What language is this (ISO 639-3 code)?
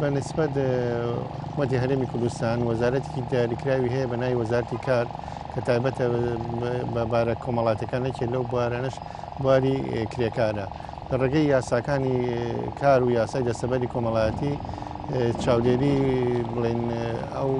ckb